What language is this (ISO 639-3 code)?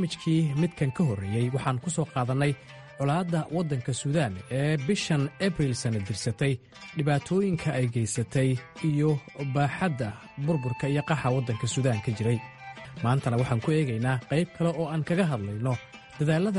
som